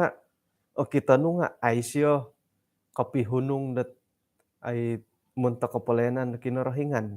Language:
Central Dusun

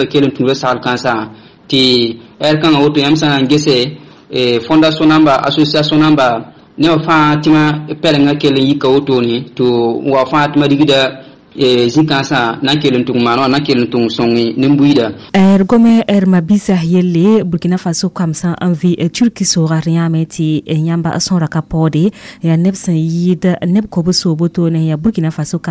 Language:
Mossi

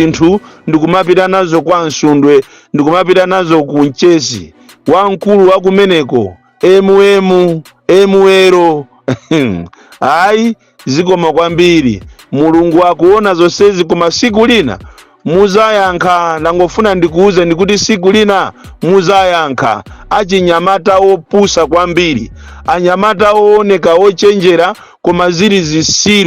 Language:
Nyanja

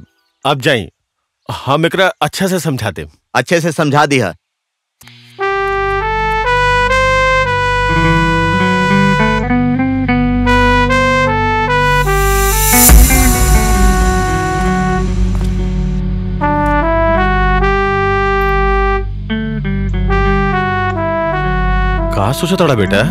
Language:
Bhojpuri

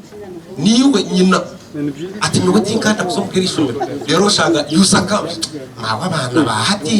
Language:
Nyankole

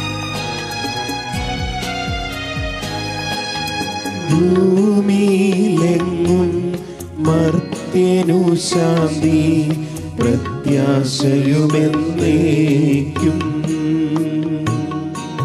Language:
Malayalam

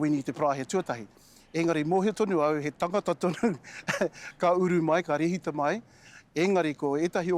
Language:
Māori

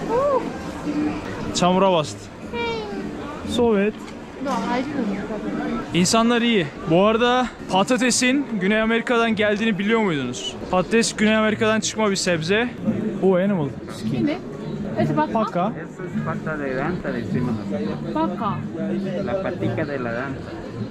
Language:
Turkish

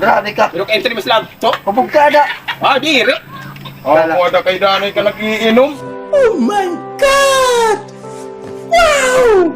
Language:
Waray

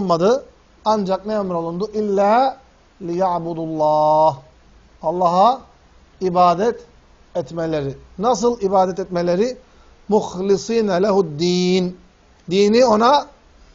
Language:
Turkish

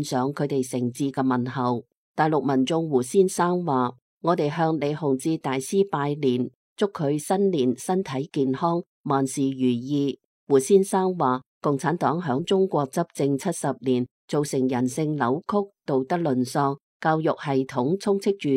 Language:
Cantonese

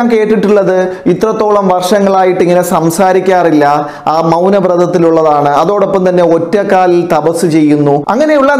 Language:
Malayalam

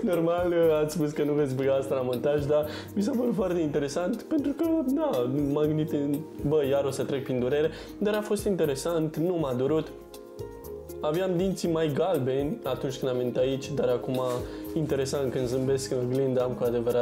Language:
Romanian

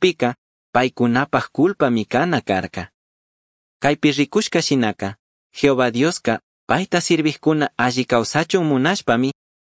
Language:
Chimborazo Highland Quichua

